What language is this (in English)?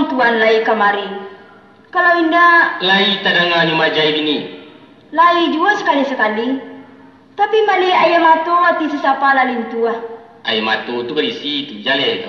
Minangkabau